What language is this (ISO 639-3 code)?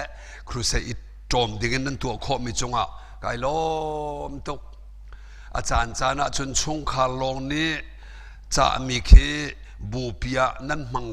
cnh